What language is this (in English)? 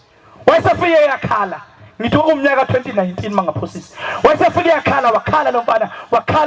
Zulu